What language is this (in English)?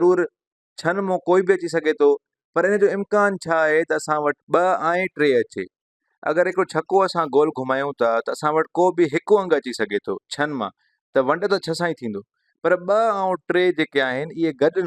Sindhi